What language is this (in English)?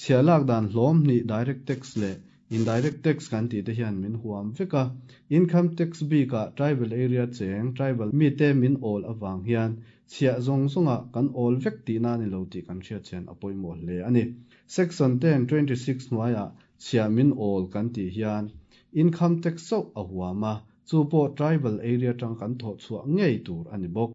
Mizo